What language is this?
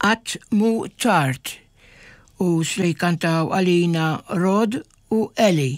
Maltese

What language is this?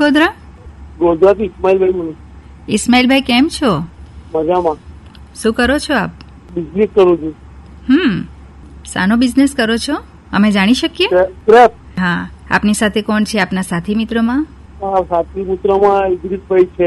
Gujarati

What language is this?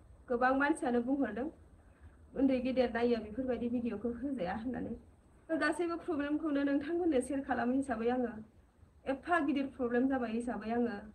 Bodo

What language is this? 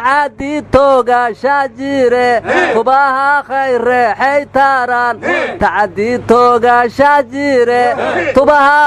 Somali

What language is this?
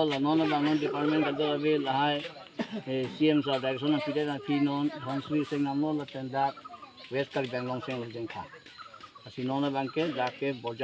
Karbi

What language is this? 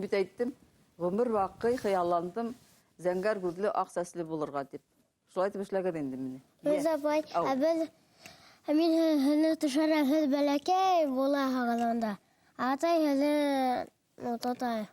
Bashkir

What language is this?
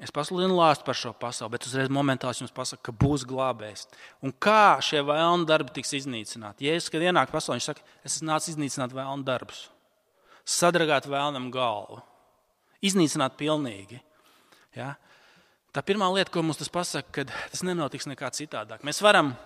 Latvian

